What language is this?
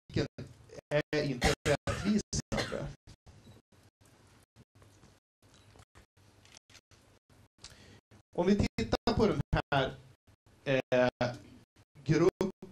Swedish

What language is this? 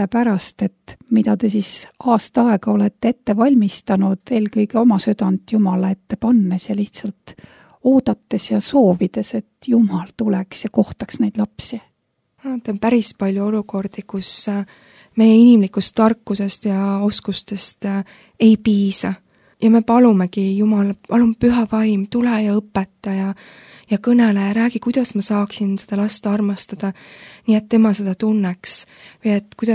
Estonian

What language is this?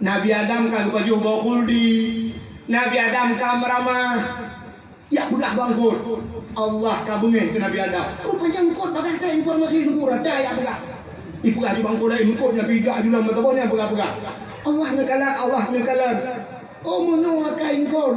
Achinese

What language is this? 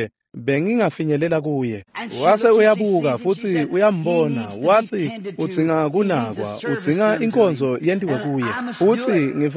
Swati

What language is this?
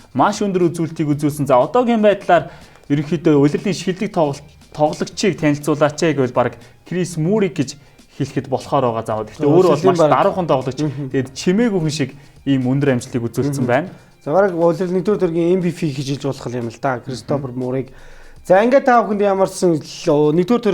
Mongolian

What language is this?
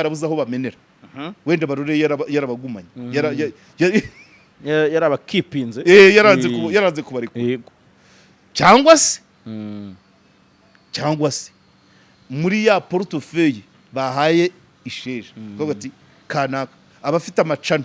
Kinyarwanda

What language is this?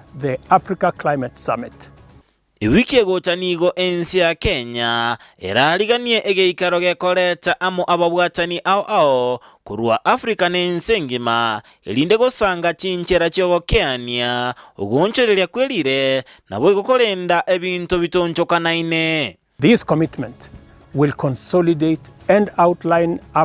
Gusii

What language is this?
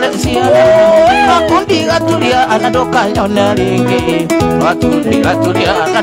Kikuyu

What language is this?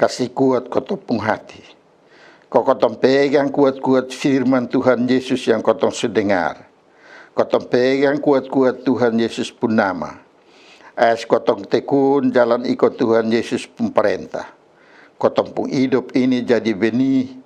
Kupang Malay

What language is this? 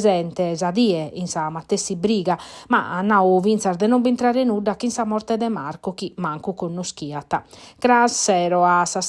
Sardinian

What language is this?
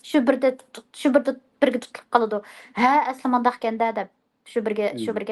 Uyghur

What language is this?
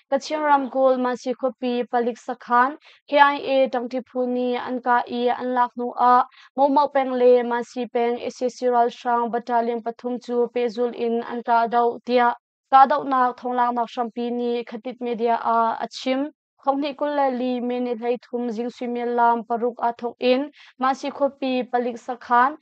Hakha Chin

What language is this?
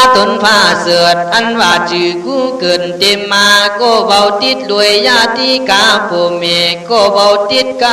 Khün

